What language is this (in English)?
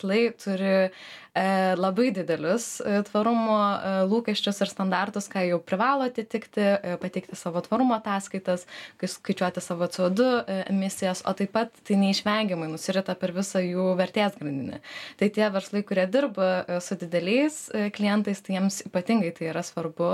Lithuanian